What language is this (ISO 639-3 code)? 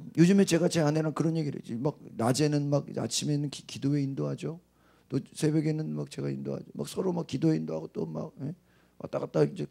kor